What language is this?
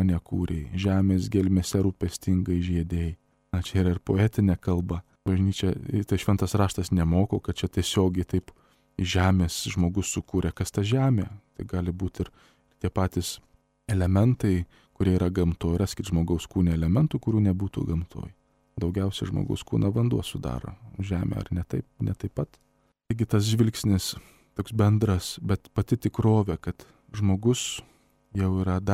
Lithuanian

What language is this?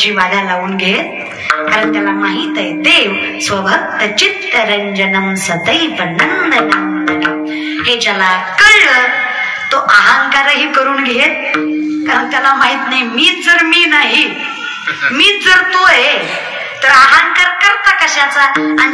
Marathi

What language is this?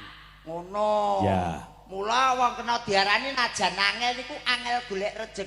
Javanese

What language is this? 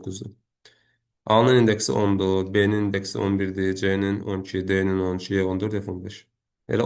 Azerbaijani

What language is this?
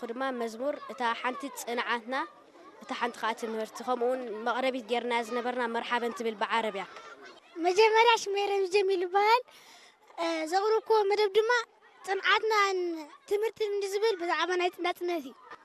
Tigrinya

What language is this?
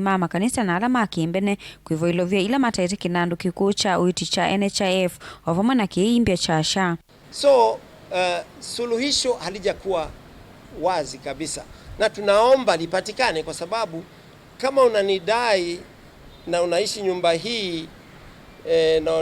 Kamba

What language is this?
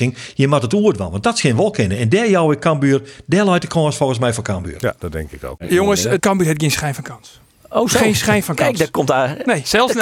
Western Frisian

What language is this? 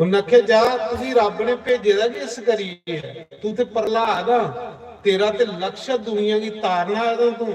Dogri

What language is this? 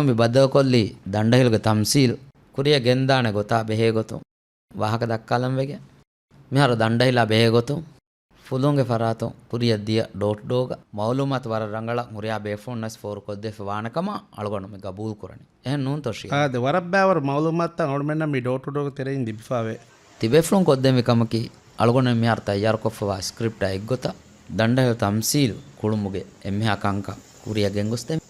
Divehi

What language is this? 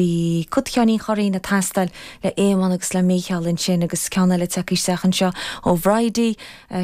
Irish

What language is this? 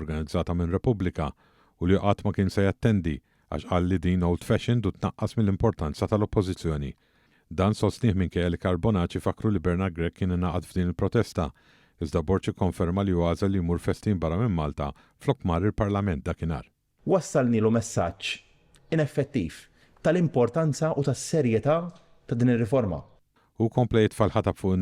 Maltese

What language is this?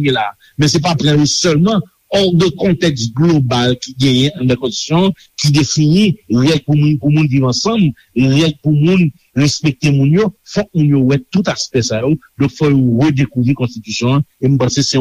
Haitian Creole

